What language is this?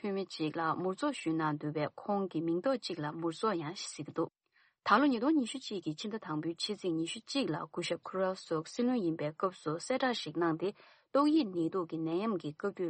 Tibetan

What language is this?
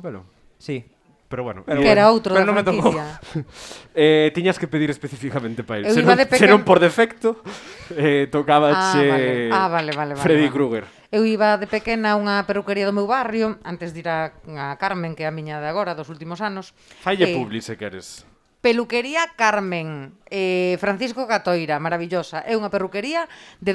Galician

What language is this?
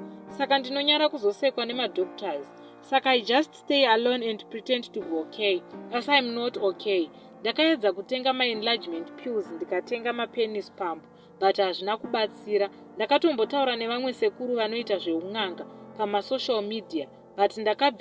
Shona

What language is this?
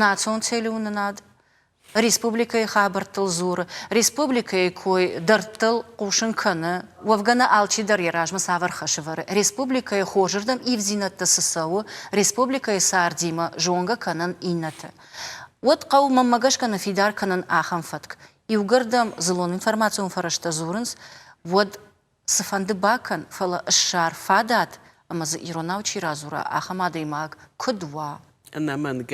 Ossetic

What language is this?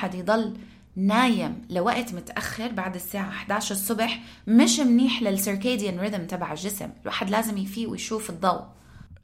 North Levantine Arabic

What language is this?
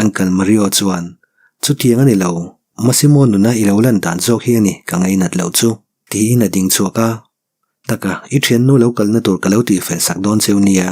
Mizo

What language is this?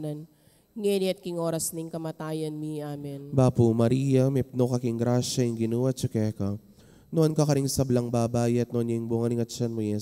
Pampanga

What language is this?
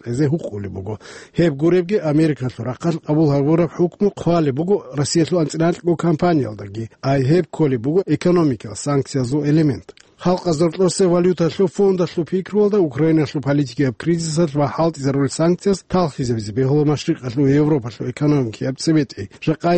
Avaric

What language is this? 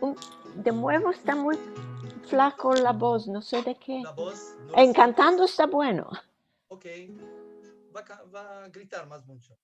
Ladino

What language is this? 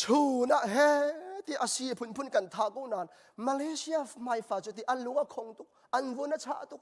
Hakha Chin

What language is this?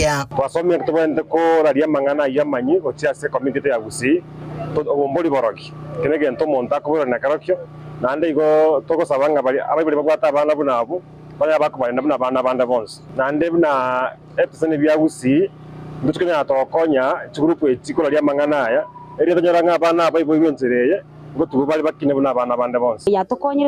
Gusii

